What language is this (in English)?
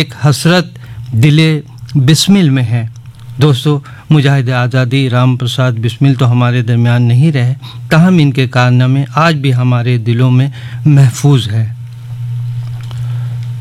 Urdu